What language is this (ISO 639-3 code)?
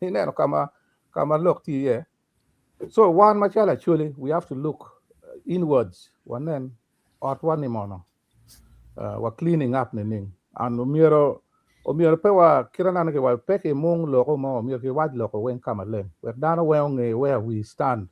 ach